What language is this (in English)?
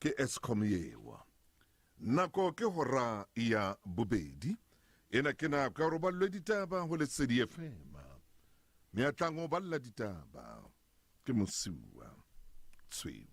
Southern Sotho